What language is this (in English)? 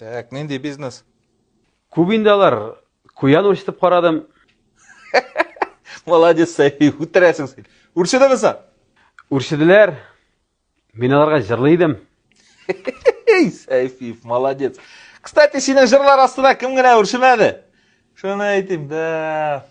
Tatar